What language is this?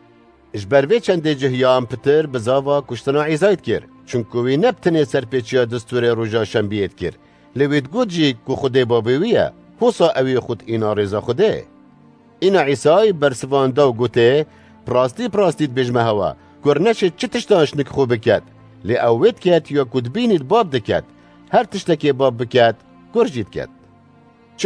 Kurdish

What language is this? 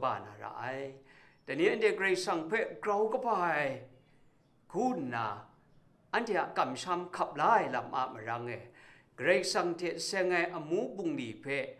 Kachin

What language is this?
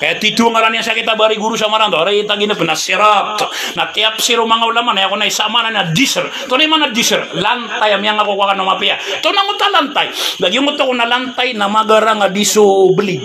Maranao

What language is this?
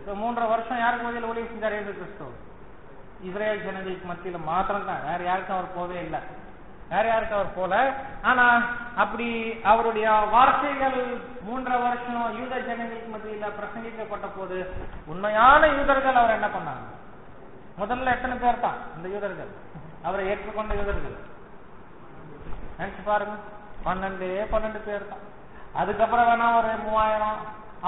Tamil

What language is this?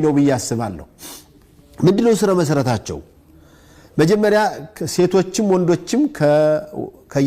Amharic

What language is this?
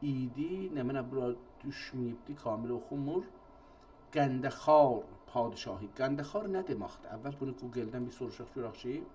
South Azerbaijani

